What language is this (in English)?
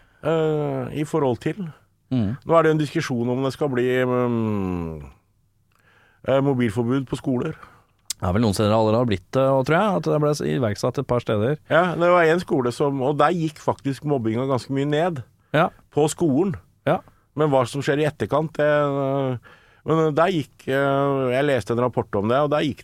Norwegian